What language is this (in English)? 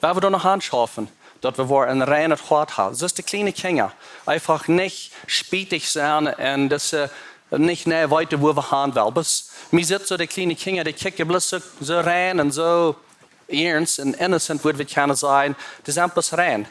Plautdietsch